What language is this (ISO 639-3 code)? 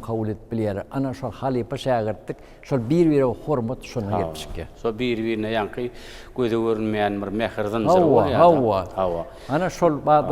tuk